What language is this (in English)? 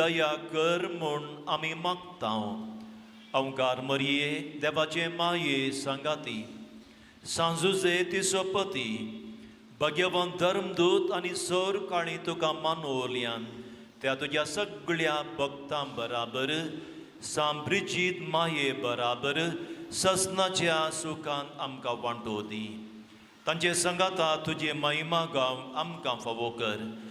Konkani